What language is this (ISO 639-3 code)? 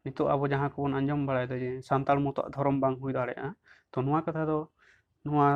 sat